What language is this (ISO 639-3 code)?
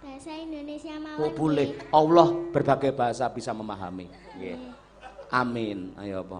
jav